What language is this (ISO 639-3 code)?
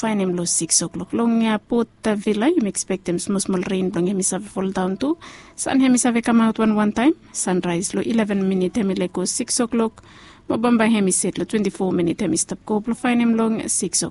bis